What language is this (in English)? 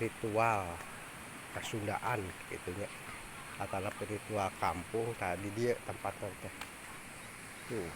Sundanese